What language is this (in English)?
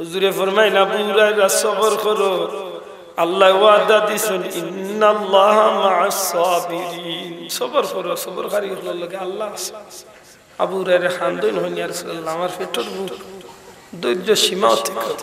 Sylheti